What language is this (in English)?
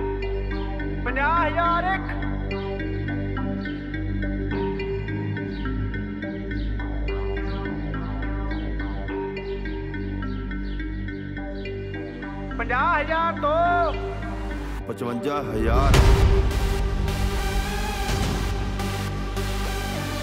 Punjabi